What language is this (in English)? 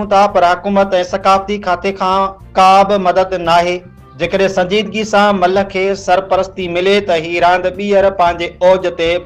Sindhi